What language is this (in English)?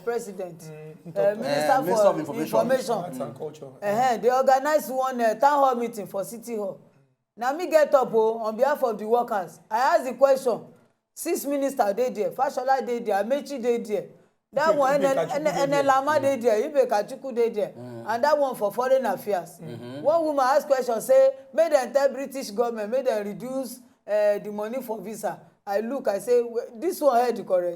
Nigerian Pidgin